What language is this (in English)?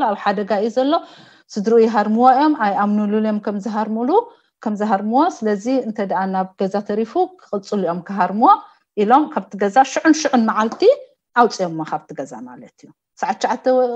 Tigrinya